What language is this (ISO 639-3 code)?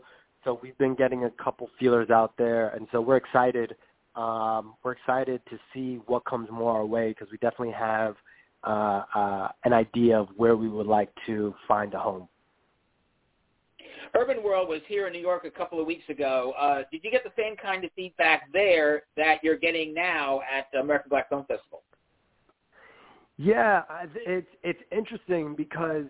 eng